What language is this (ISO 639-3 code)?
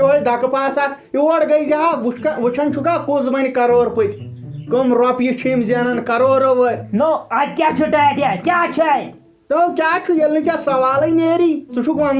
kas